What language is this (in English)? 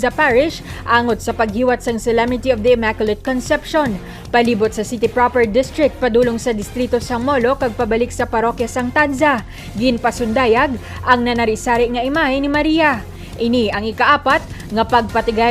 Hiligaynon